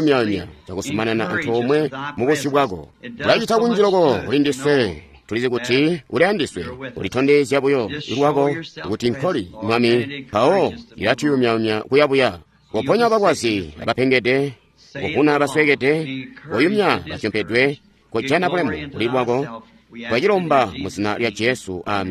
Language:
Tonga (Zambia)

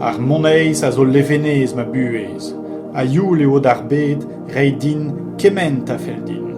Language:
Breton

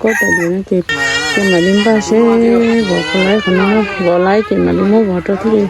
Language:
Hmong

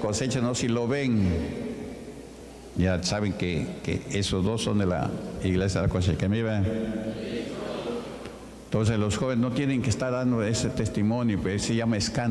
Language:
Spanish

